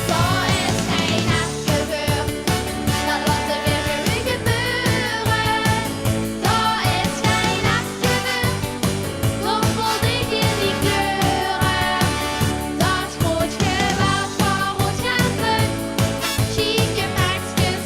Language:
Limburgish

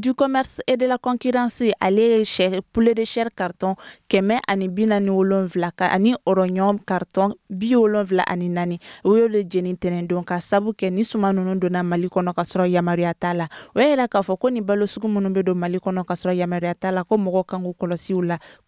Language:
Bambara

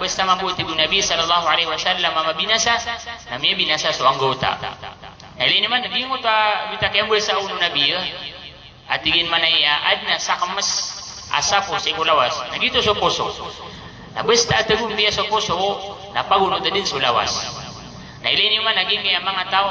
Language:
Maranao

